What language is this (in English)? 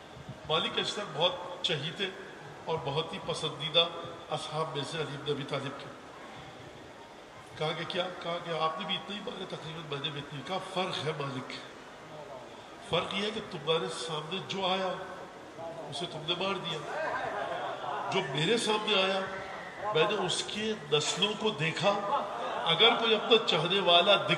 Urdu